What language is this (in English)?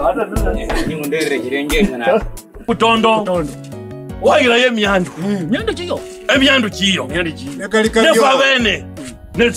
Kabras